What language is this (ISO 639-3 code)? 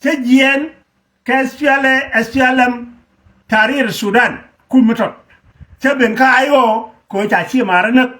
nus